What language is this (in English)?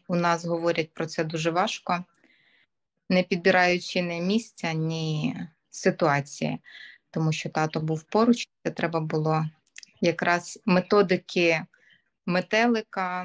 Ukrainian